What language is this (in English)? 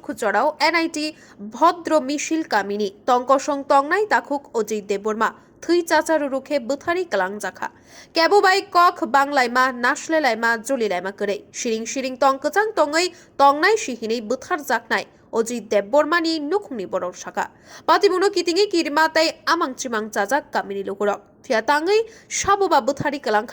Kok Borok